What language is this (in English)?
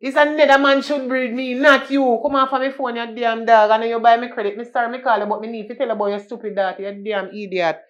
Jamaican Creole English